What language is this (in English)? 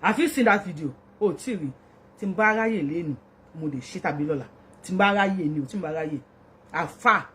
Yoruba